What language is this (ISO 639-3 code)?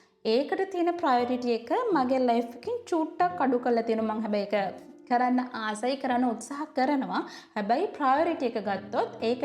sin